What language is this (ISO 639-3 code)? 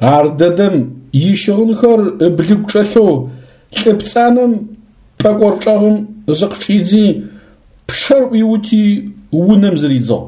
ady